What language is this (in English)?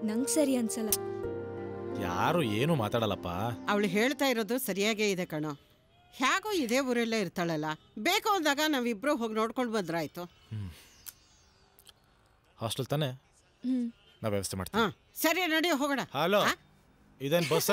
Kannada